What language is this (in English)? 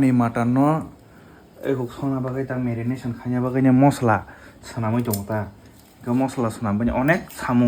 Kok Borok